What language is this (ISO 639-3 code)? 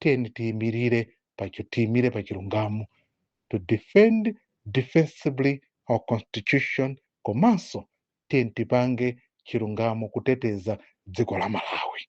nya